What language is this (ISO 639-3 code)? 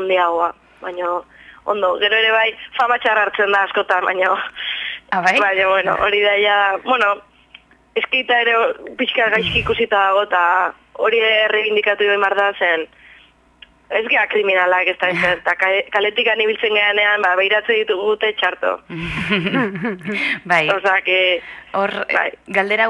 eus